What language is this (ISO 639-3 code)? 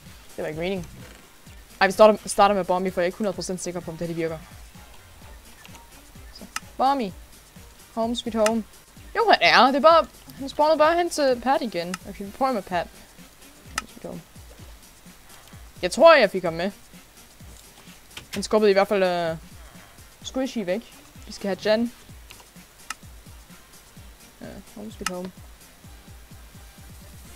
dan